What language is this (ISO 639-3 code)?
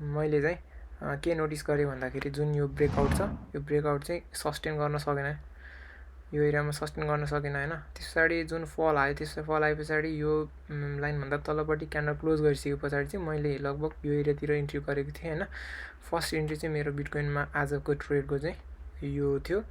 nep